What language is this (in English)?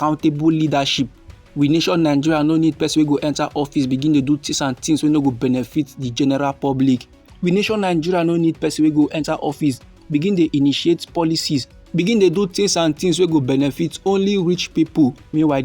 Nigerian Pidgin